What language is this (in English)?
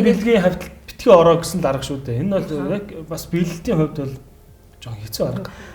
Mongolian